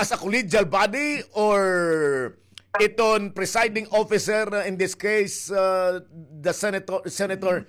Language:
Waray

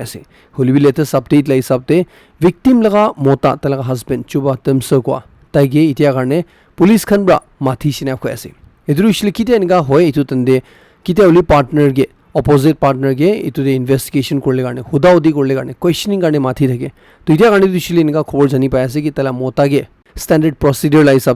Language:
Naga Pidgin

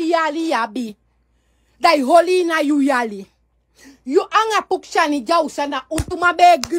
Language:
Sranan Tongo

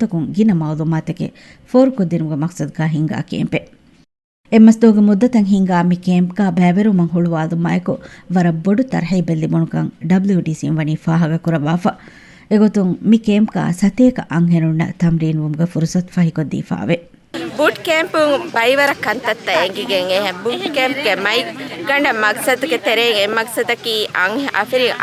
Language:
Divehi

